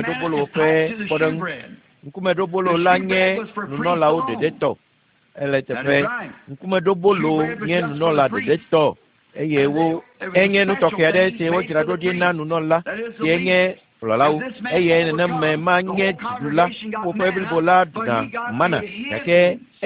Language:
Ewe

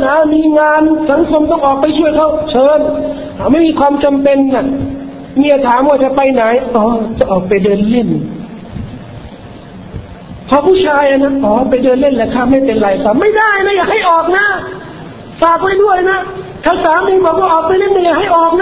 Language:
Thai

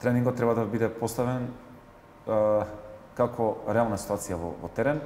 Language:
Macedonian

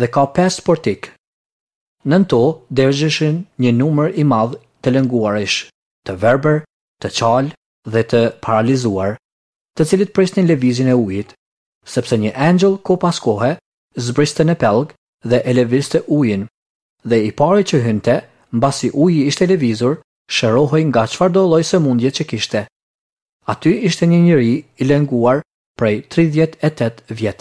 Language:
Albanian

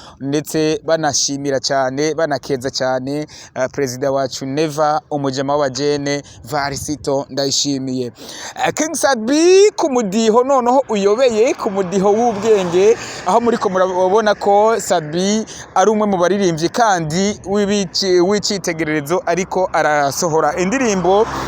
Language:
Rundi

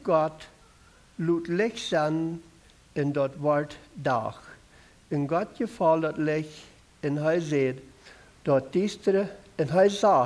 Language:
Plautdietsch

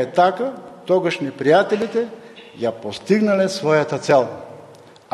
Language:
Macedonian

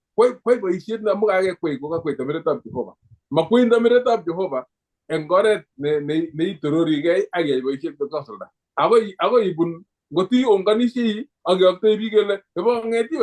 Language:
Kalenjin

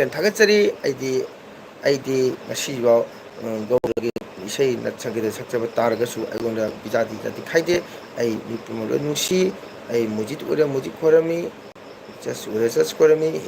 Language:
Manipuri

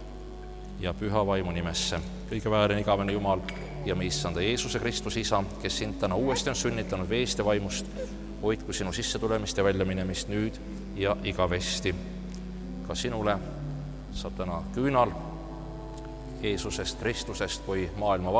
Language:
Estonian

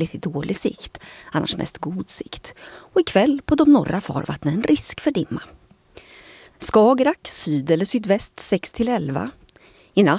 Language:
Swedish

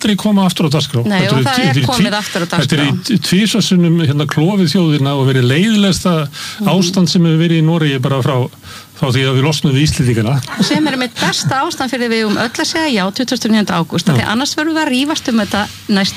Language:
Icelandic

